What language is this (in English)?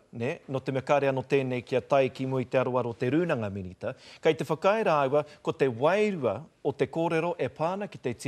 Māori